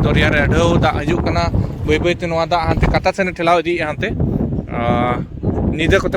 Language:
Santali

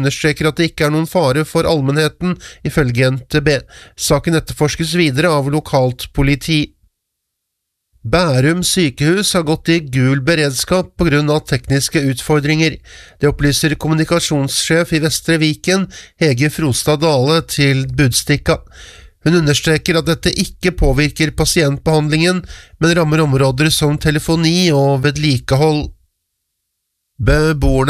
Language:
Norwegian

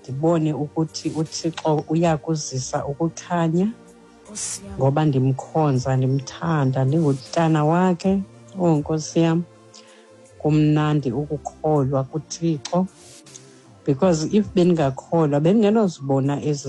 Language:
Xhosa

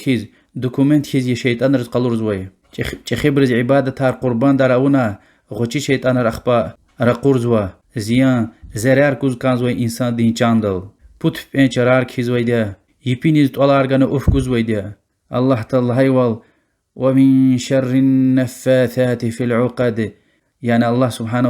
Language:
Lezghian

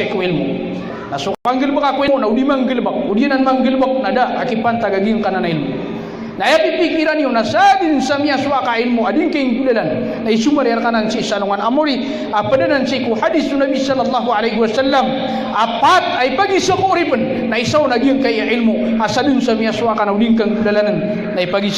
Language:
Maranao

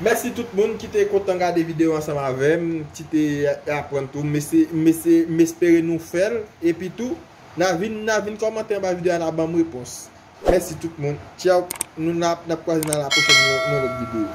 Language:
Haitian Creole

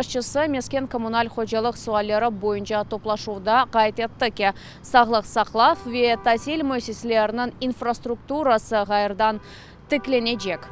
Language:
Crimean Tatar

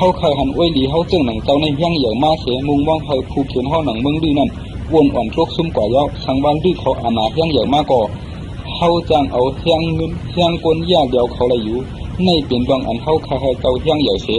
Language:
Shan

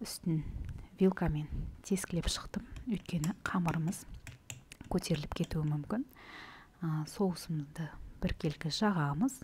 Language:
Kazakh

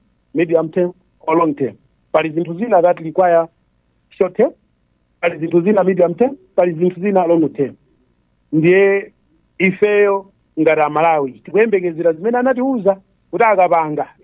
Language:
Nyanja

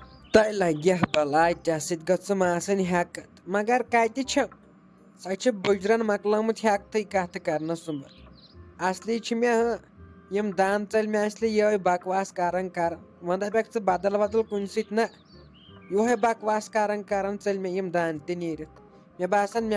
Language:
Kashmiri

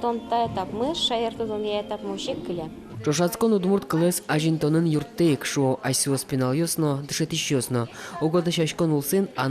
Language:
Udmurt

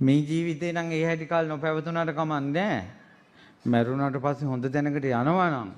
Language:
Sinhala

